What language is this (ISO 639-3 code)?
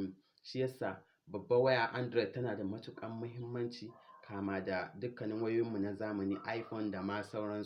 hau